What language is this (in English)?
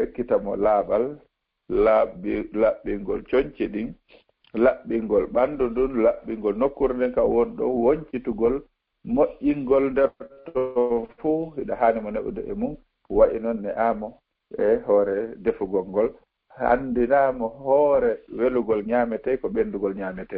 Fula